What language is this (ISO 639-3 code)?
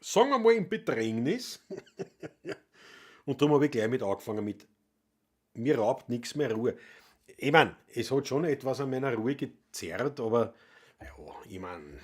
bar